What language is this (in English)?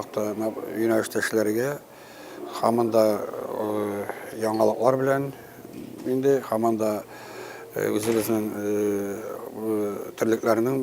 Tatar